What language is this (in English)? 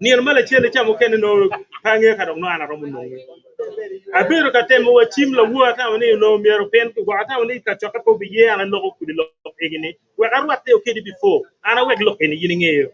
Acoli